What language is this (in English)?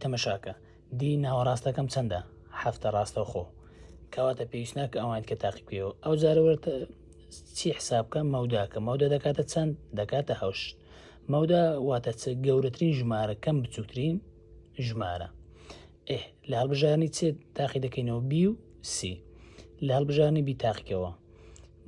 Central Kurdish